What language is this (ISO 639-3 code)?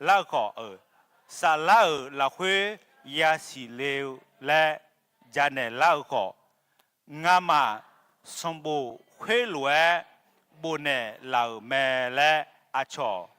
ahk